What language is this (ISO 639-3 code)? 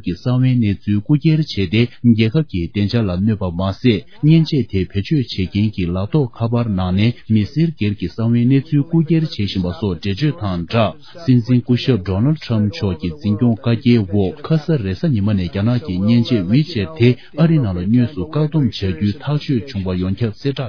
bod